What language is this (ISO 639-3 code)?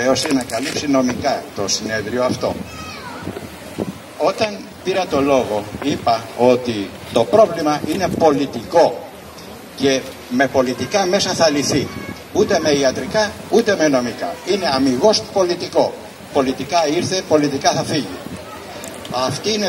ell